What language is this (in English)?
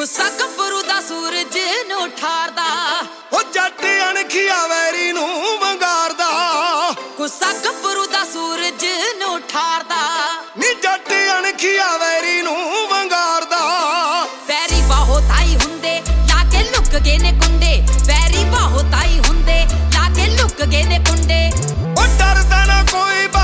Punjabi